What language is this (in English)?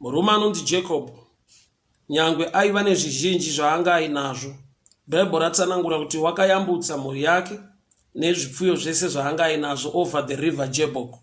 Shona